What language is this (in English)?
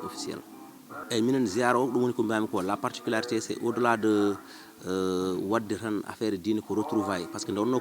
Fula